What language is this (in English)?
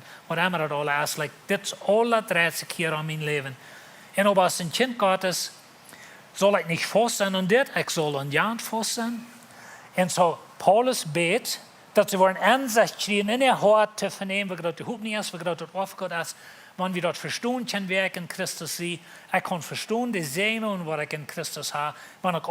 Plautdietsch